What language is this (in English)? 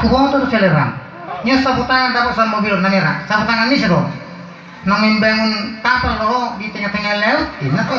Batak Toba